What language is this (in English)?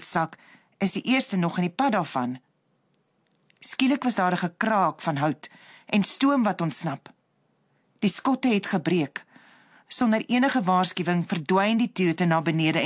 Afrikaans